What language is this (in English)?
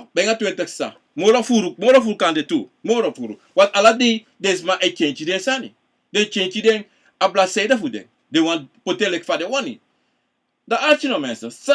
Sranan Tongo